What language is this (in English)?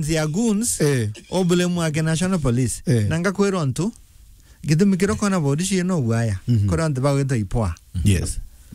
Meru